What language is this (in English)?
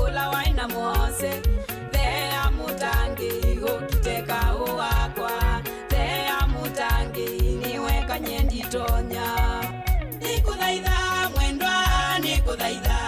Kamba